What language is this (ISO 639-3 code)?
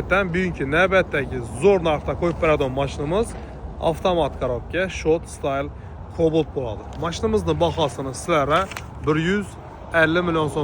uzb